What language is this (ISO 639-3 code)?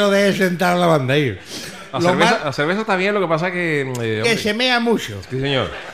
spa